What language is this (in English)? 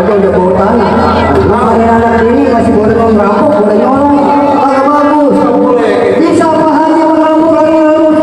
Betawi